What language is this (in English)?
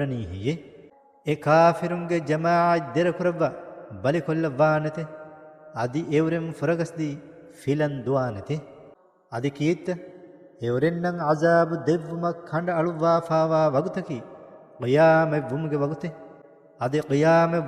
Divehi